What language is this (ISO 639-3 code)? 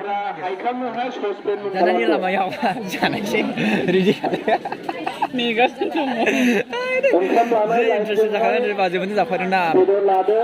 brx